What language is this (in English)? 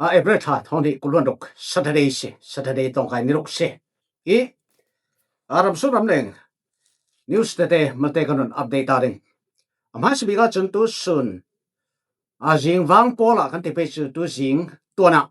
Falam Chin